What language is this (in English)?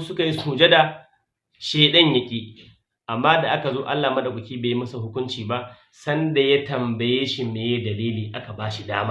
Hausa